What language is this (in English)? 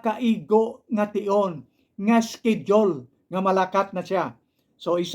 Hiligaynon